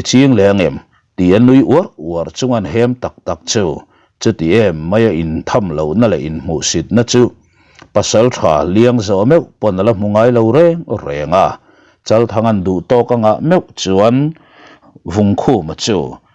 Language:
Mizo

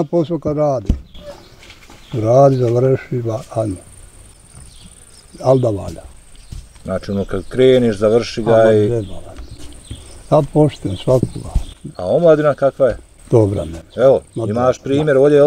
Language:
Bosnian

